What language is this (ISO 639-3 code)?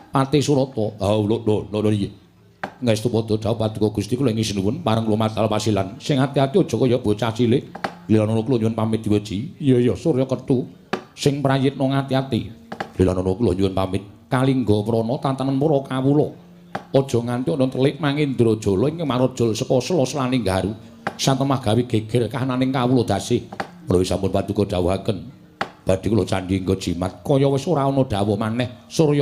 jav